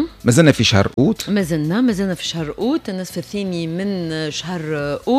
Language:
Tunisian Arabic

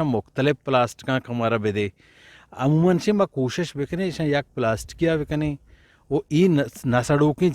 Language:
Eastern Balochi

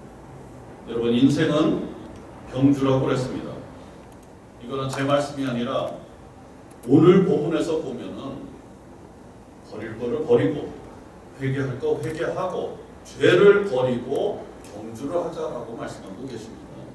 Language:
Korean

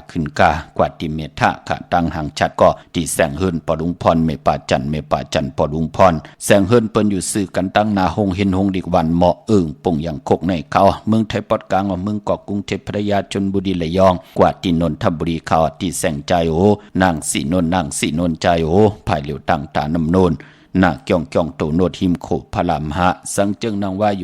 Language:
Shan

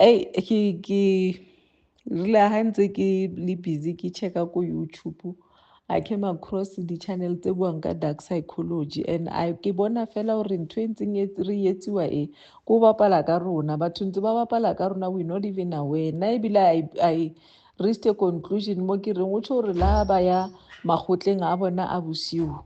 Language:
Southern Sotho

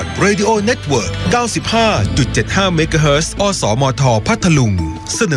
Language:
Thai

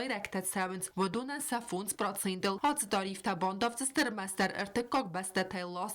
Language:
Ossetic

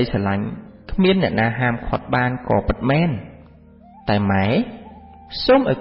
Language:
Khmer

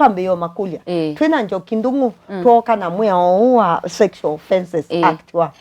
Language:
Kamba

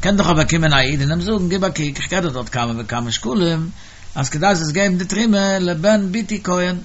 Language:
Yiddish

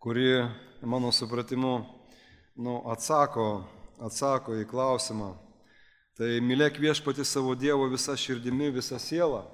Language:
Lithuanian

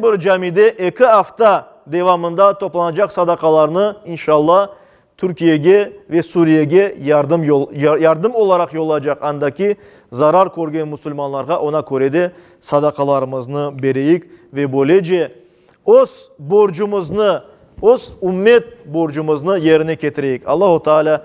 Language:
Crimean Tatar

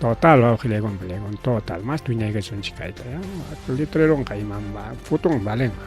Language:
Ayacucho Quechua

